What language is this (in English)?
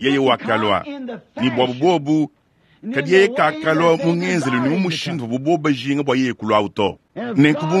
Luba-Lulua